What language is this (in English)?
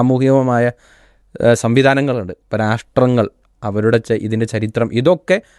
Malayalam